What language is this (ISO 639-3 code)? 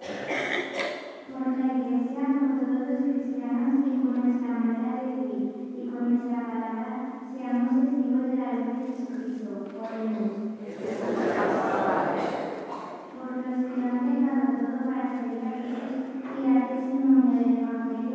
spa